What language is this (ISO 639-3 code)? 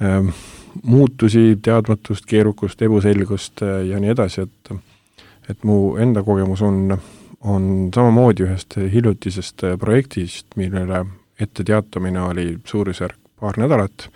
est